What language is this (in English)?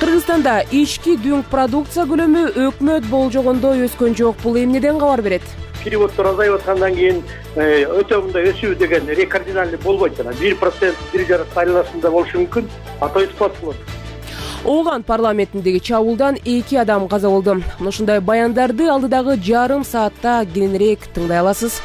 Kyrgyz